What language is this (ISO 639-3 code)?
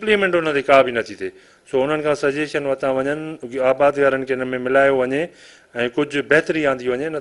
snd